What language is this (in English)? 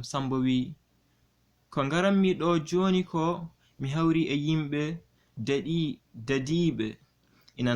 Fula